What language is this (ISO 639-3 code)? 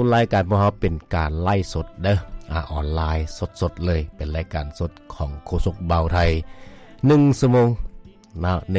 lao